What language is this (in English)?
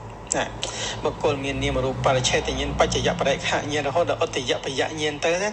Khmer